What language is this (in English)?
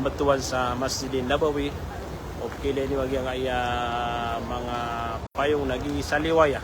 Maranao